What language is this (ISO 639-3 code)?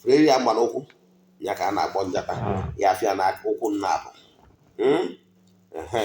ibo